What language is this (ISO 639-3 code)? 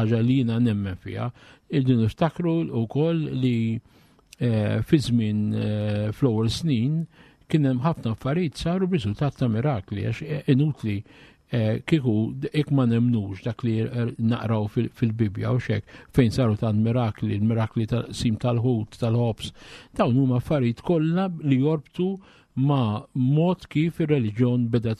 mlt